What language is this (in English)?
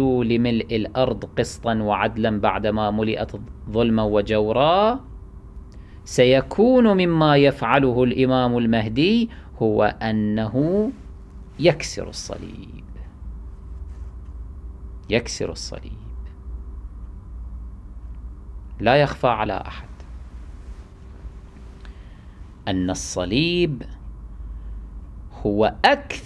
Arabic